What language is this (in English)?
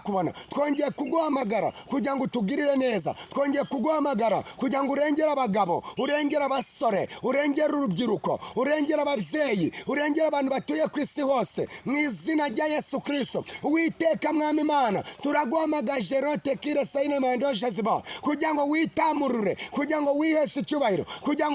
Kinyarwanda